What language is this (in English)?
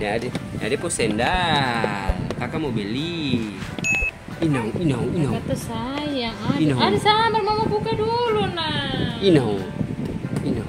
Ambonese Malay